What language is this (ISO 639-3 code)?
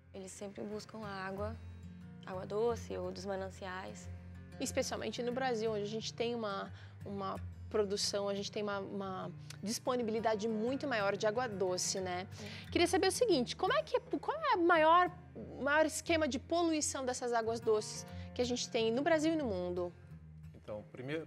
por